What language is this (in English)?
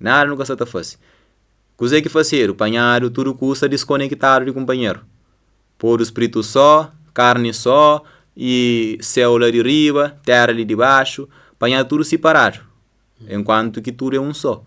Kabuverdianu